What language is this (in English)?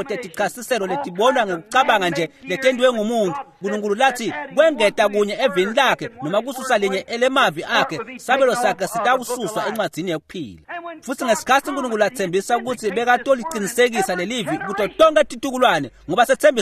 Swati